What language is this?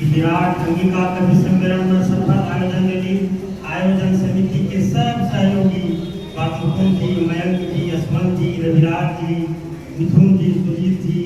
Angika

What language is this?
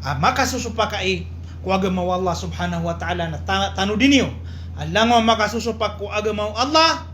Maranao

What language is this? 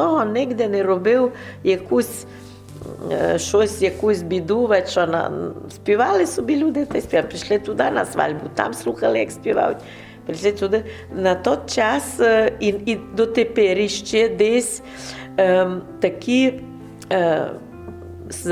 Rusyn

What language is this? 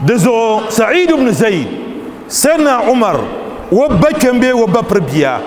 Dagbani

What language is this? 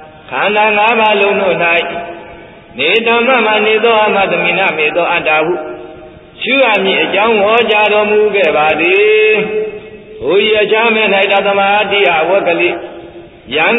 Burmese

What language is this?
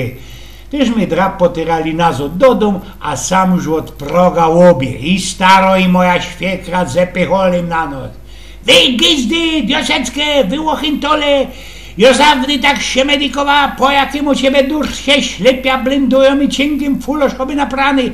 Silesian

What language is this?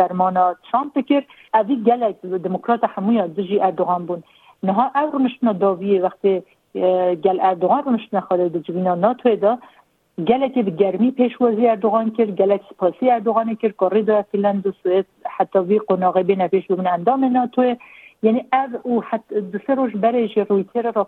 Kurdish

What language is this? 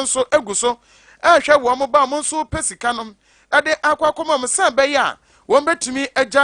Akan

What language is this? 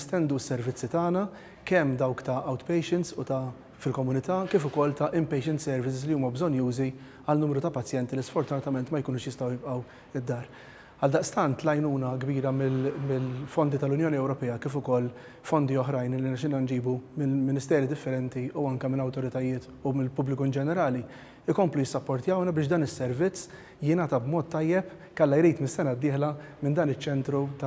Maltese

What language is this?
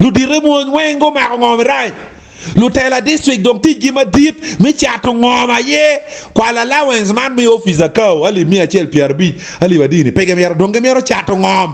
Acoli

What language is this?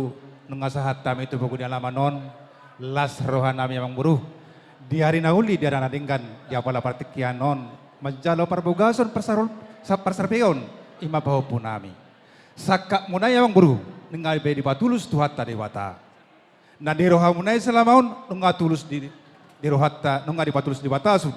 Batak Toba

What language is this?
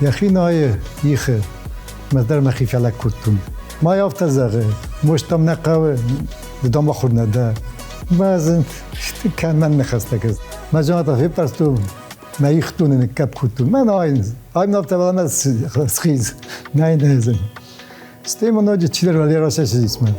Ossetic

